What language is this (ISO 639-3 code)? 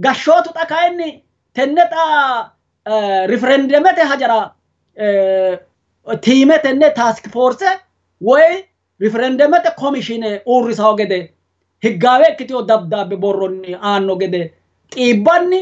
sid